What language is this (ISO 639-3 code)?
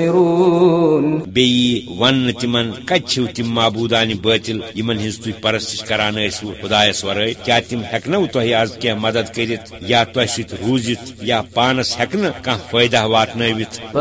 kas